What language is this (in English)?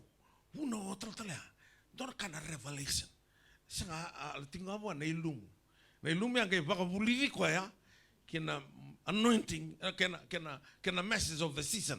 Fijian